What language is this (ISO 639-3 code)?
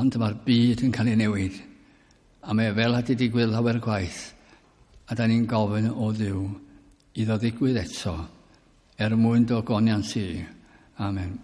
cym